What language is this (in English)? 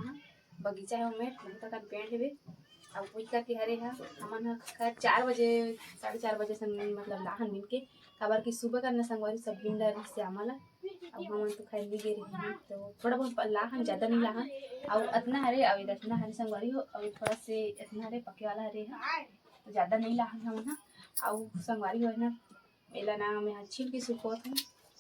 Chhattisgarhi